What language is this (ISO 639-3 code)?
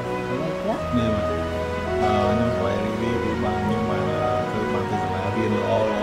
jpn